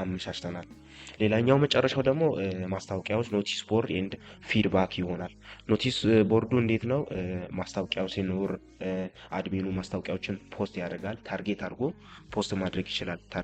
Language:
Amharic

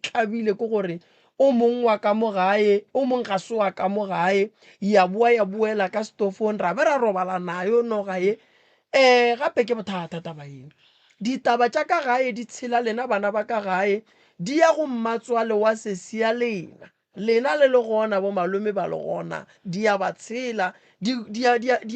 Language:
Northern Sotho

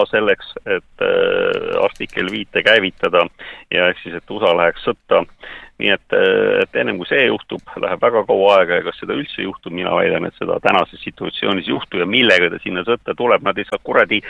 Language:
Estonian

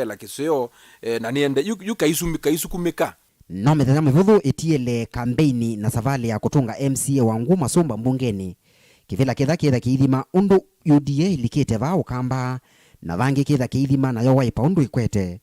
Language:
Kamba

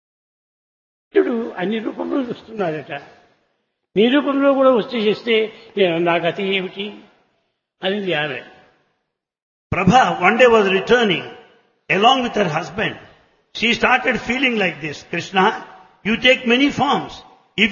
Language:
Telugu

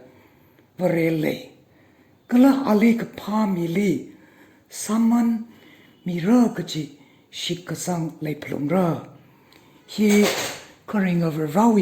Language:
Tangkhul Naga (India)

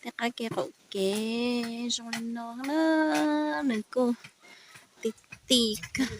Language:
Hmong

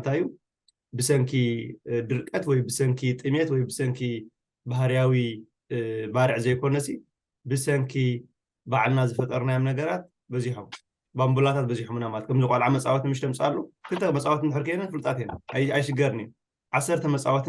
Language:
Tigrinya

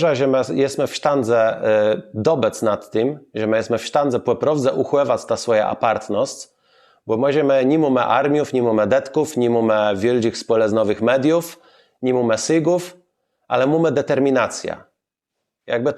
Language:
Kashubian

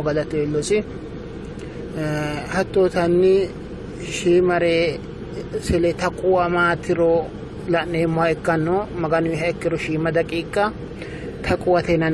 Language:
Sidamo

